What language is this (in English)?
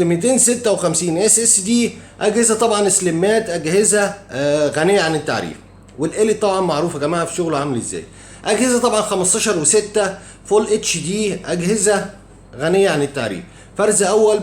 Egyptian Arabic